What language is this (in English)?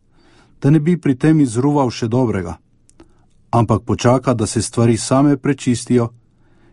Slovenian